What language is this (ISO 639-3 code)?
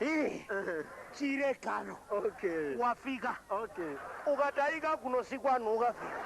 nya